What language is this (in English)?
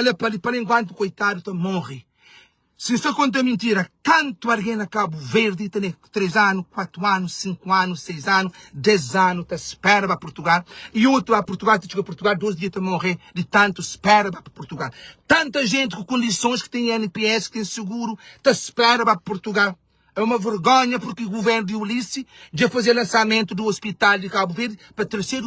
Kabuverdianu